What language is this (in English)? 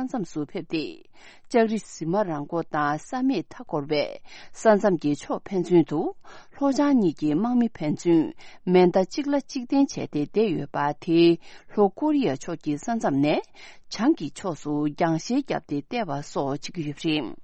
Tibetan